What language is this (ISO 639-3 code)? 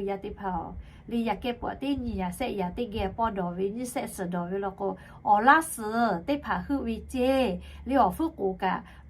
lhu